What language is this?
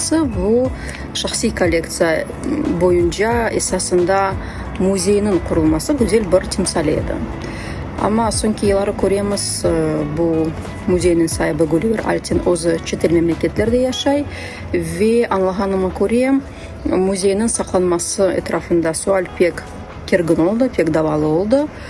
Crimean Tatar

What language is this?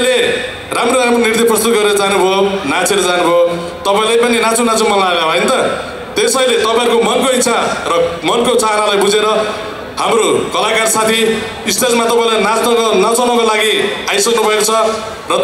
Nepali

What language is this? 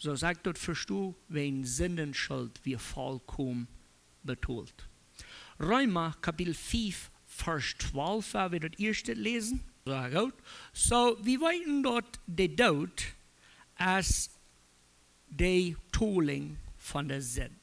Plautdietsch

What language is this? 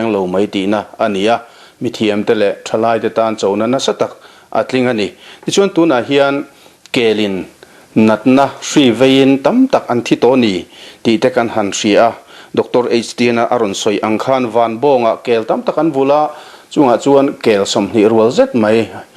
Mizo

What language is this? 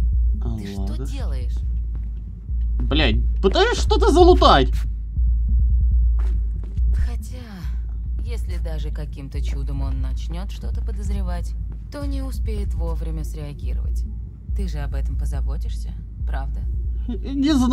Russian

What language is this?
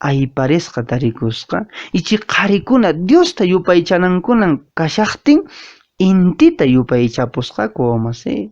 Quechua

